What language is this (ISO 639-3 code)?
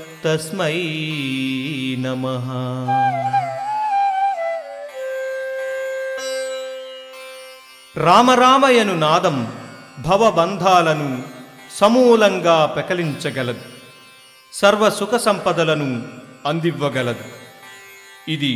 tel